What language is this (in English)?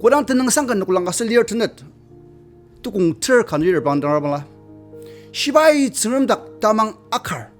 Ao Naga